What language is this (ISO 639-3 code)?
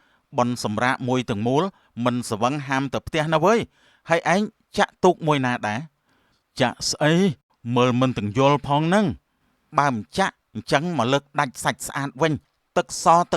khm